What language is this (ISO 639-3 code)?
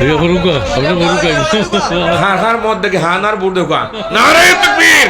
syl